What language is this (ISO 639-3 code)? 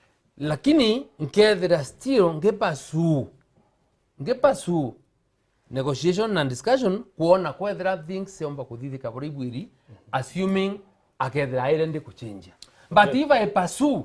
mer